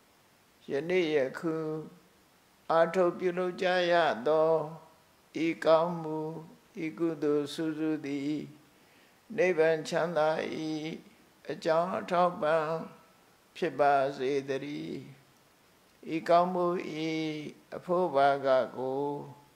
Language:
Burmese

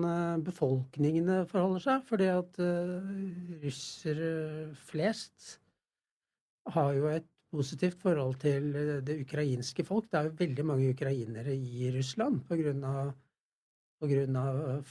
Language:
Norwegian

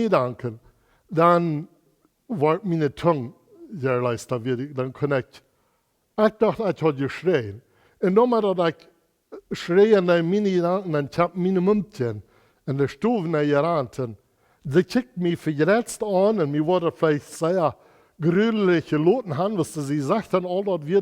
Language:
Plautdietsch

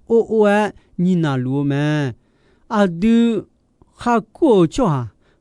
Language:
Akha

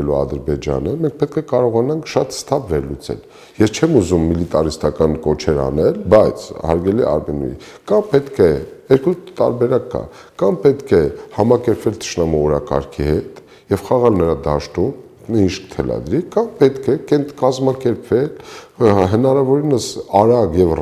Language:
Armenian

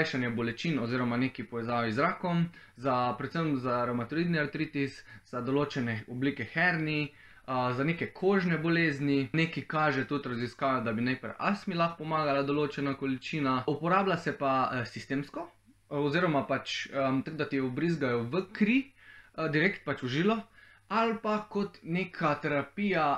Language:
Slovenian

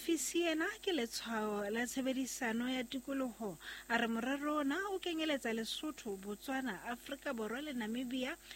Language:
Southern Sotho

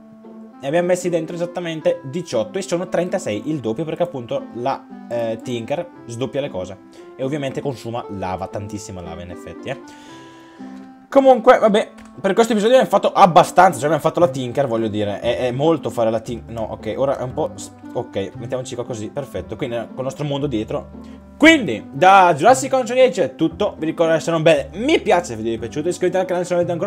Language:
Italian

